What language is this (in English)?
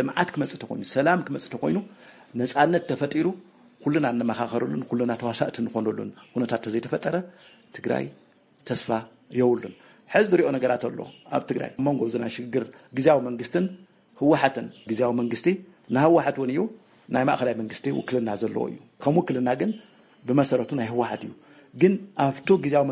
Tigrinya